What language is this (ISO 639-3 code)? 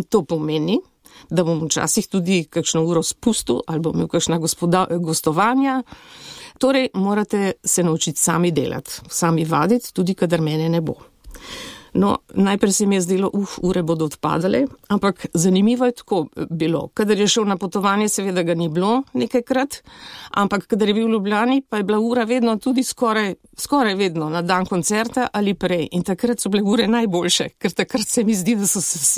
slv